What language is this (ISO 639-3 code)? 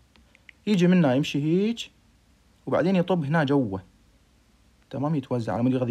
acm